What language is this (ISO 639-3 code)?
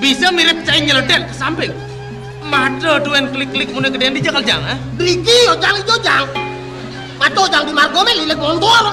ban